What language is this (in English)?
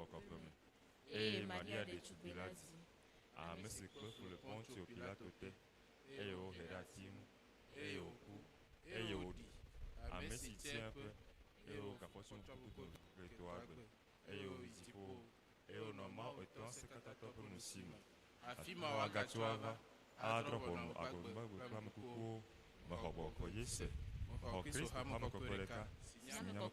Ewe